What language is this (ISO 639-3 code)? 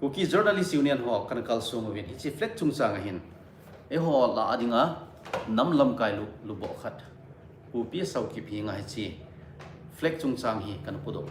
tcz